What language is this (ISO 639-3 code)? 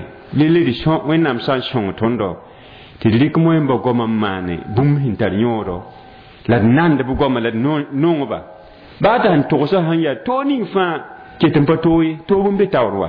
mos